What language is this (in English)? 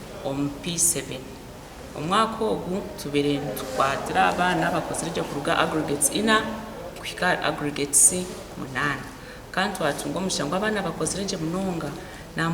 Nyankole